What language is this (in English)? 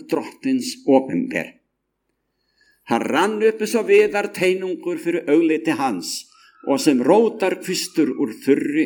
Icelandic